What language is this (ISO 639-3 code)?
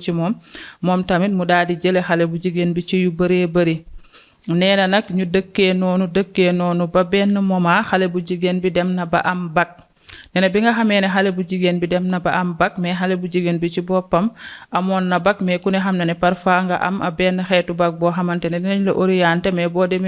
wol